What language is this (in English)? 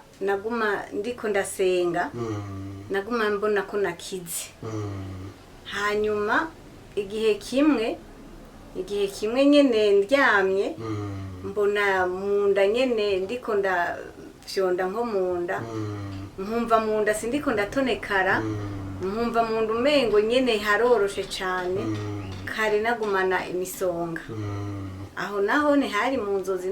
Rundi